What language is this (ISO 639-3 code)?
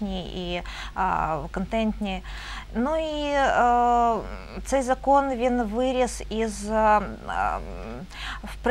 ukr